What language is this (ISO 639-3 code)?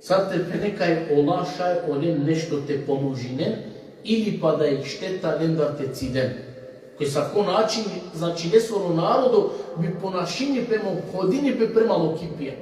rmn